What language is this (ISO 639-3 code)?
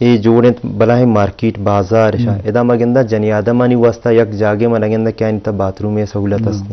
bgp